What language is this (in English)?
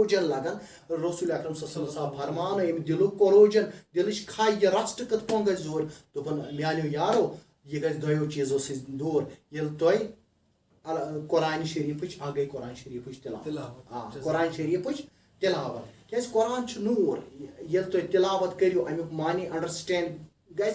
Kashmiri